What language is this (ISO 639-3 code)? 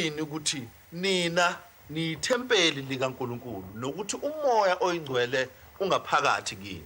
zul